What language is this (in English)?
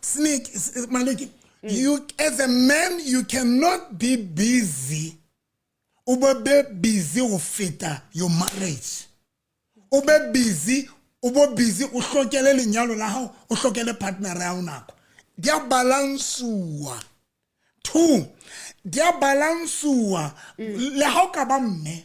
Southern Sotho